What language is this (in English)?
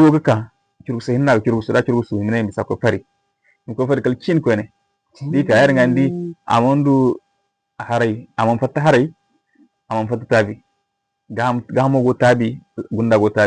Zarma